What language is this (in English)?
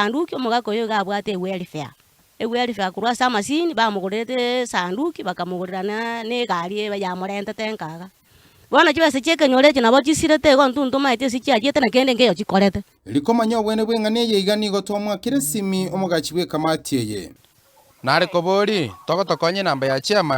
Gusii